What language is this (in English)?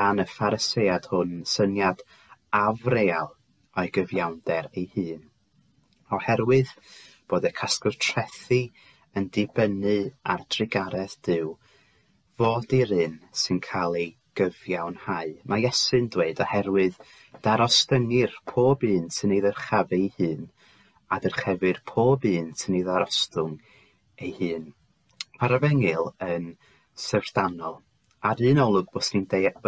Welsh